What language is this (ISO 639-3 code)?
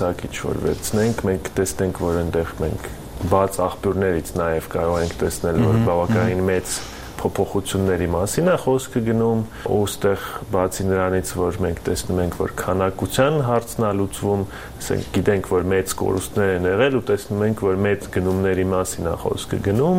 hye